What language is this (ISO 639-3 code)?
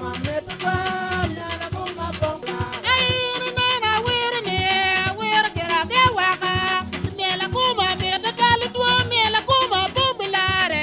ach